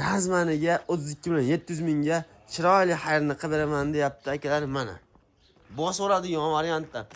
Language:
Uzbek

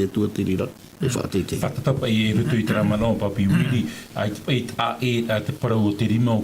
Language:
Tahitian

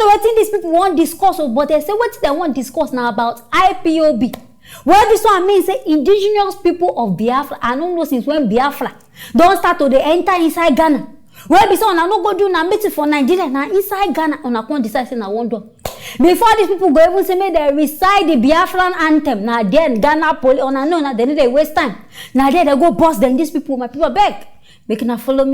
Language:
Nigerian Pidgin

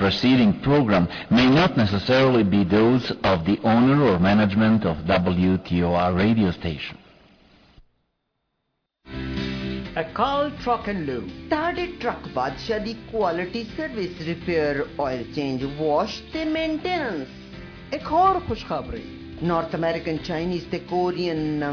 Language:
Punjabi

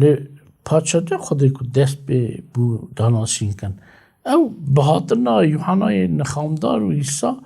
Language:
Kurdish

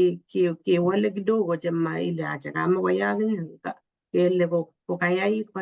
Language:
Kalenjin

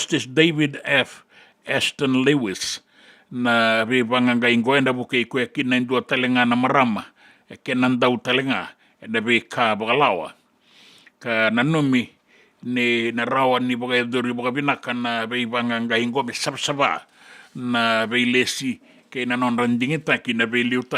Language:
Fijian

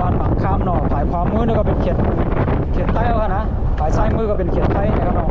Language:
Shan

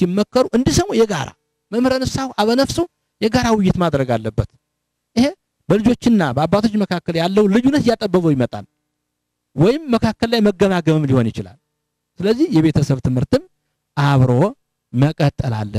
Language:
Amharic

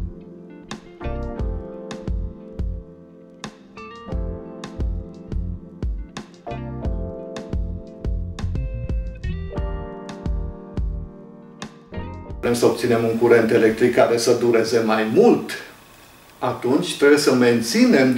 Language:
Romanian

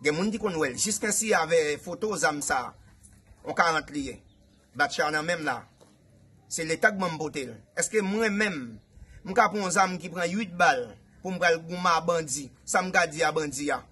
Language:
Haitian Creole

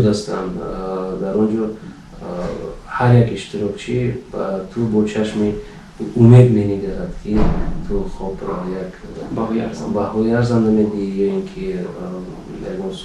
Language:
Tajik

